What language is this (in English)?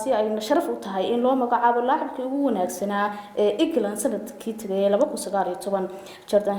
Somali